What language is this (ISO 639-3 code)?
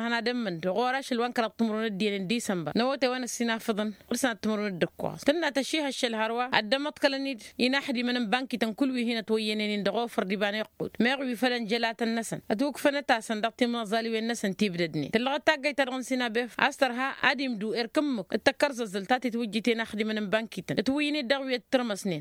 taq